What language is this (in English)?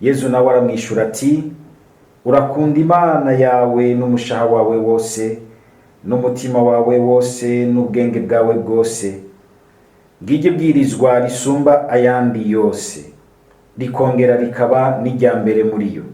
Rundi